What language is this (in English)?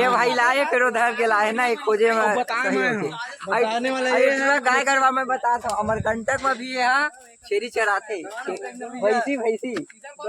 Chhattisgarhi